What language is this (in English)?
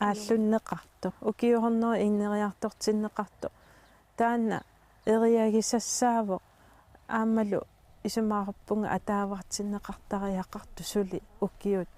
Kalaallisut